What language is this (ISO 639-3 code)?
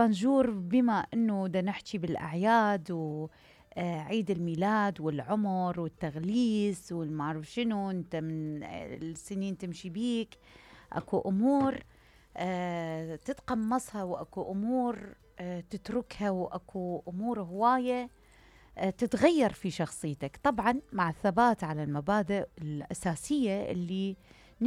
acm